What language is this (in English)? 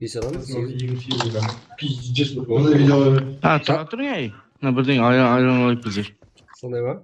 Kara-Kalpak